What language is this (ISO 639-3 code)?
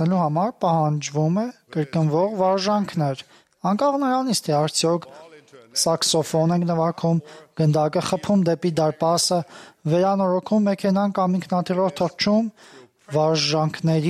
hye